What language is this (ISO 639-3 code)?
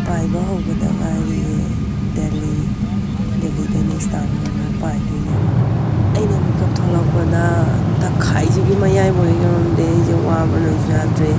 mni